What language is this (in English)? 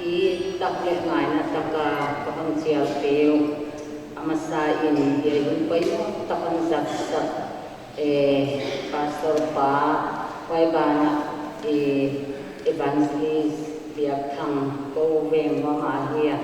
Paite Chin